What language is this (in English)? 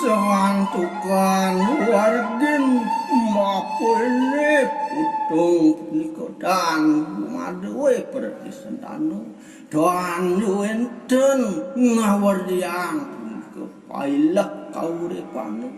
Balinese